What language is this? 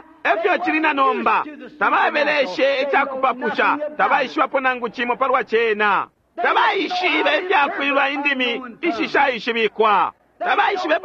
Bemba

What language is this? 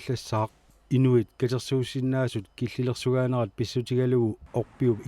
Kalaallisut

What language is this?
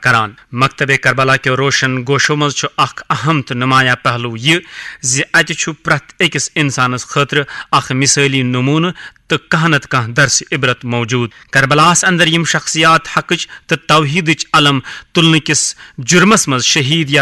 Kashmiri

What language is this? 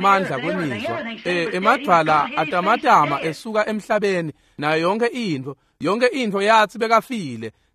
Swati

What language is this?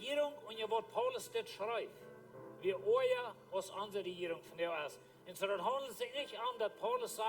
Plautdietsch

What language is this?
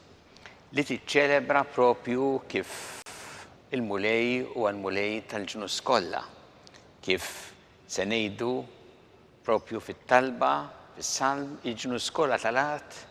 Maltese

